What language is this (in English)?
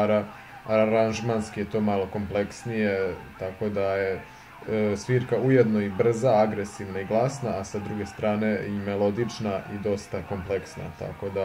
Serbian